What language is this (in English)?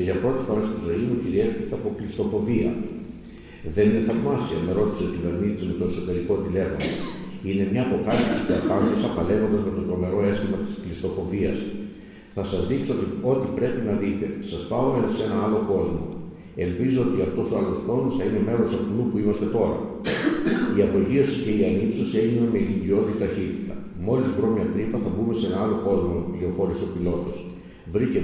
Greek